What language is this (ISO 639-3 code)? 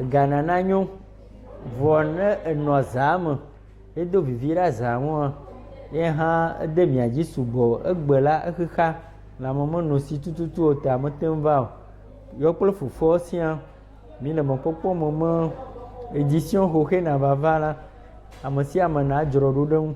ewe